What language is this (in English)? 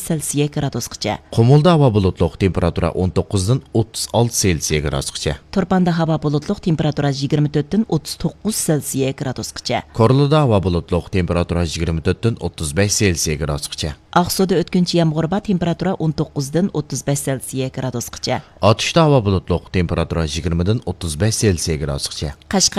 Uyghur